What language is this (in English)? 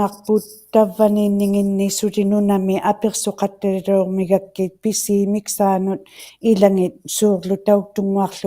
Inuktitut